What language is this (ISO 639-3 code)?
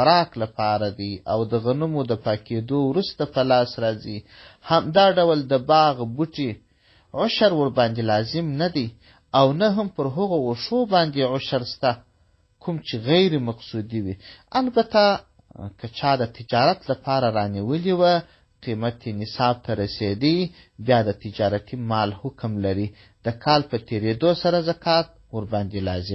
pus